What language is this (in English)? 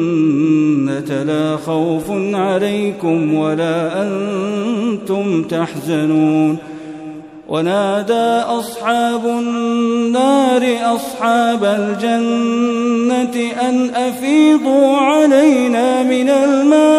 Arabic